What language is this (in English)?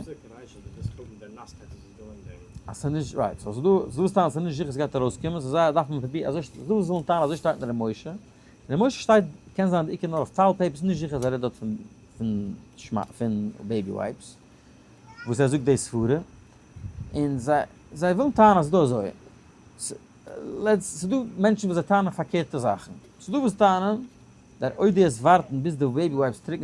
Yiddish